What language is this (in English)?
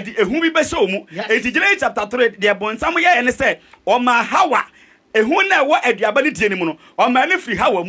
Akan